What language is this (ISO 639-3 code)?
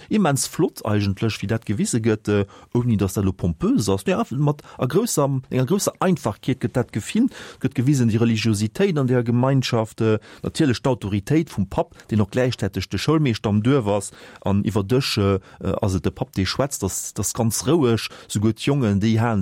ltz